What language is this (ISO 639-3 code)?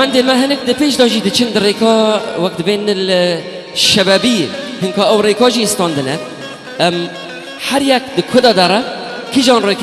kur